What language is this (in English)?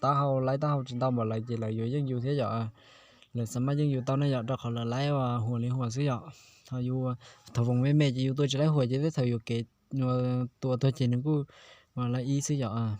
Hmong